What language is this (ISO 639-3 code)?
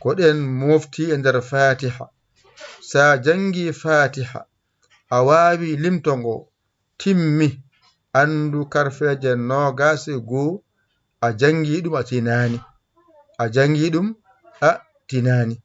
ful